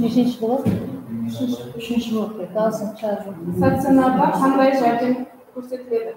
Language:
Kara-Kalpak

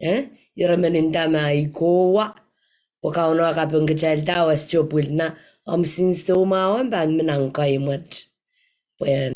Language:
Pohnpeian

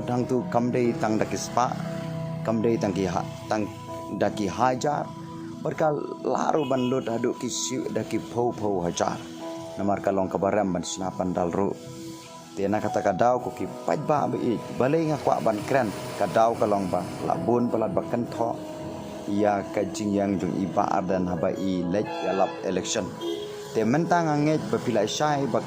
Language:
Khasi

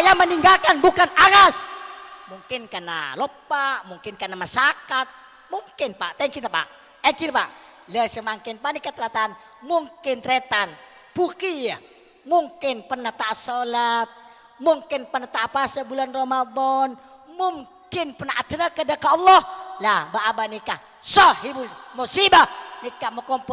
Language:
Madurese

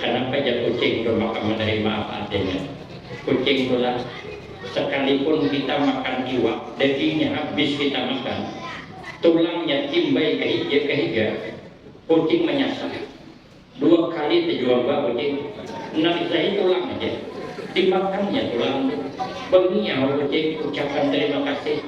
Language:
Banjar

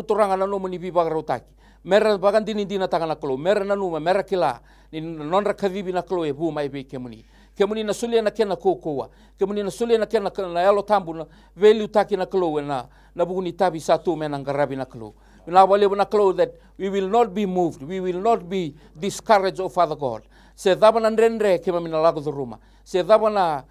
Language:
Fijian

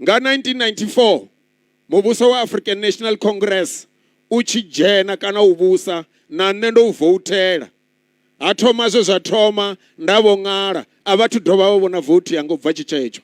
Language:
Venda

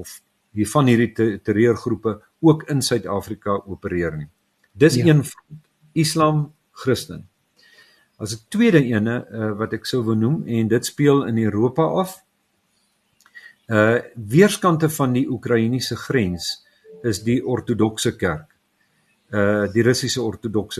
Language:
Afrikaans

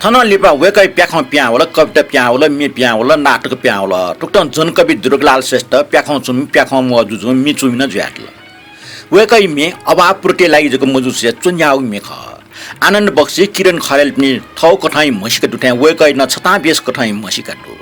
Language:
Newari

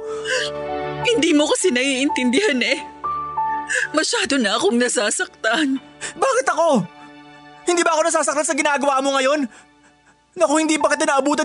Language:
Filipino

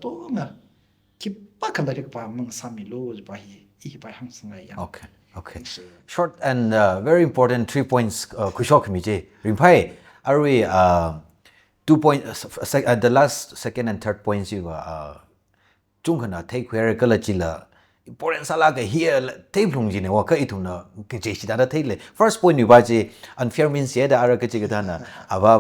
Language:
Tangkhul Naga (India)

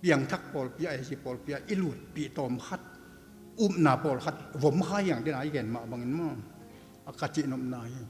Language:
Tedim Chin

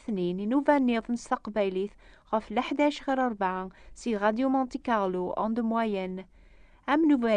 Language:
Kabyle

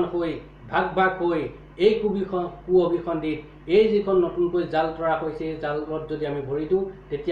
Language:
Assamese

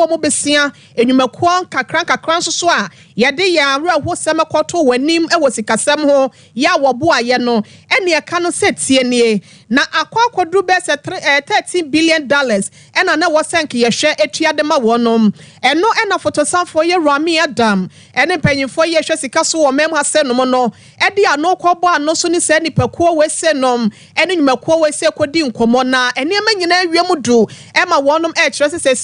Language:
Akan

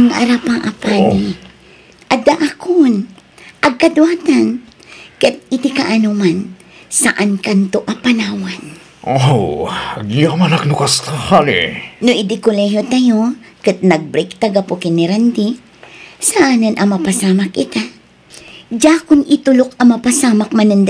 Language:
Iloko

